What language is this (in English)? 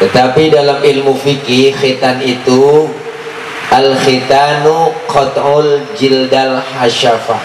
Betawi